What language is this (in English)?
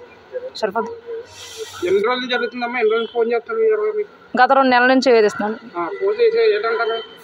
Telugu